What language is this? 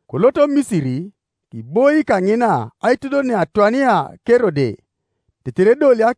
Teso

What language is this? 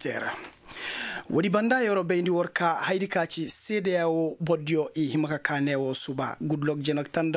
Koyraboro Senni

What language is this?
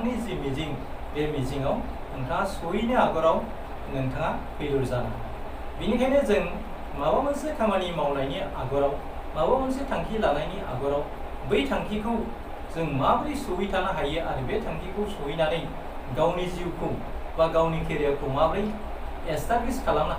Bodo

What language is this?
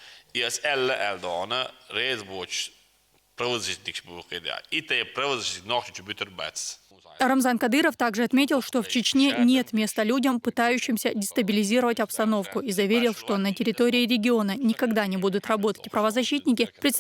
Chechen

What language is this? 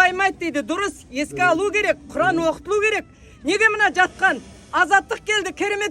Kazakh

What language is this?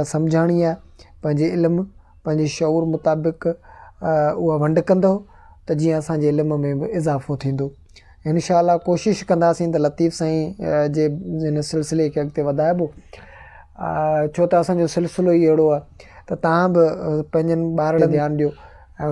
Sindhi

